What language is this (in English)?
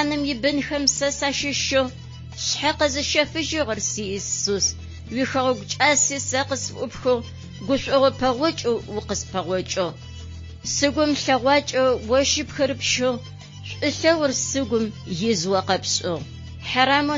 Adyghe